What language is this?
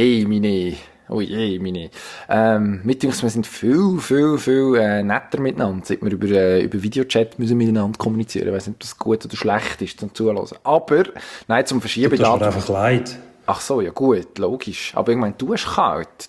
German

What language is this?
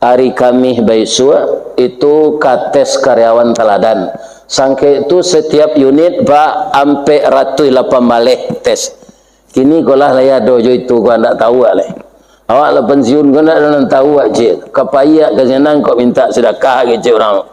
Minangkabau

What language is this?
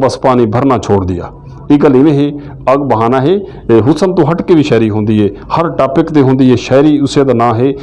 Western Panjabi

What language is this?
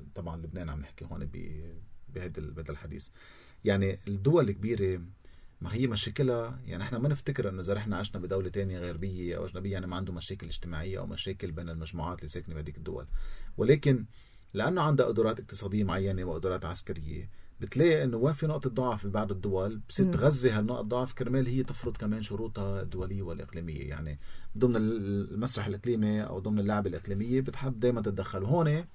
North Levantine Arabic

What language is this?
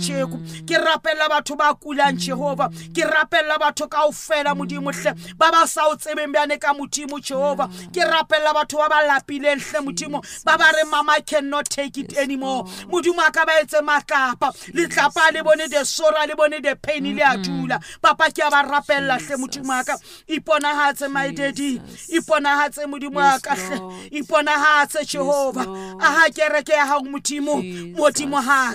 Southern Sotho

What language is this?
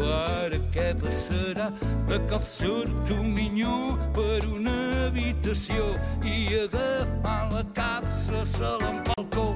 Catalan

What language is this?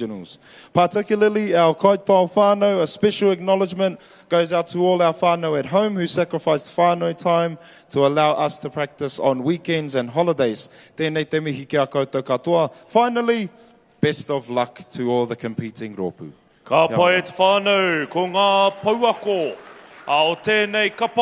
Māori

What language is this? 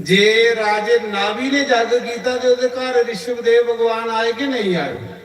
Dogri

